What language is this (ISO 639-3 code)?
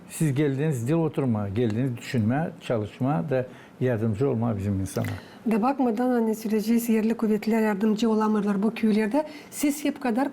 gag